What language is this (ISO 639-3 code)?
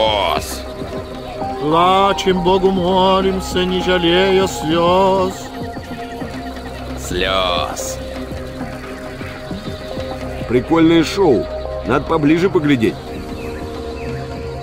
rus